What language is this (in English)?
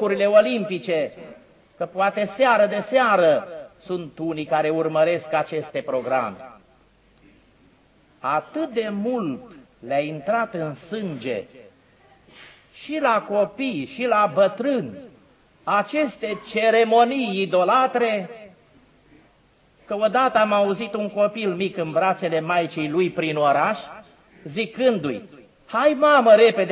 Romanian